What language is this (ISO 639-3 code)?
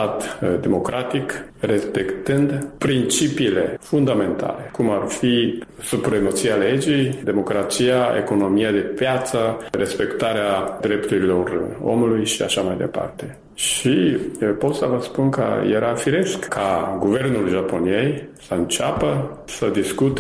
ron